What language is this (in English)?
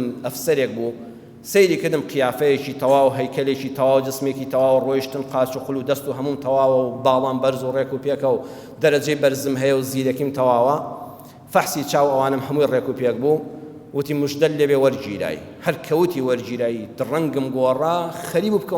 Central Kurdish